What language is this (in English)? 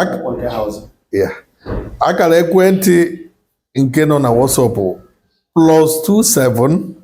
Igbo